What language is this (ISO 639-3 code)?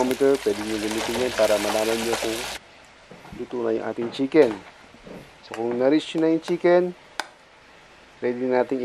fil